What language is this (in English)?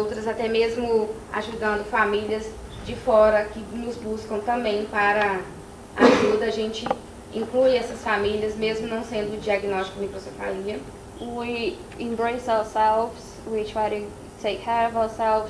Portuguese